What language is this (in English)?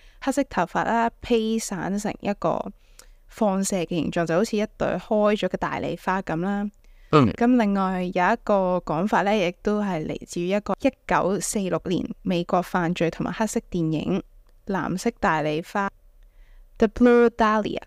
Cantonese